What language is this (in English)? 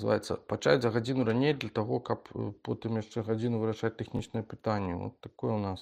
Belarusian